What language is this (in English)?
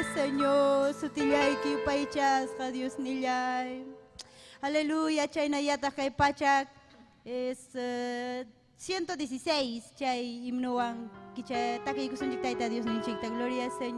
Ayacucho Quechua